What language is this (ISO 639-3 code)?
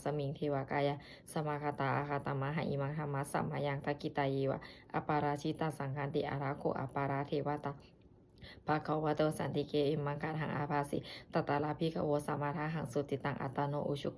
pli